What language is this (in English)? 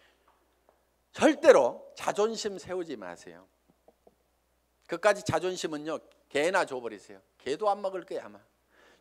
Korean